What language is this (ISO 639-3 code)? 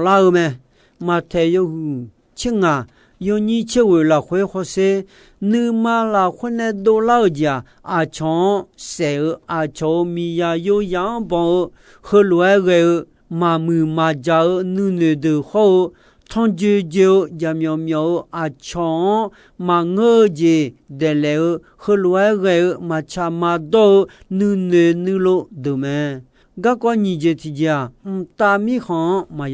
ahk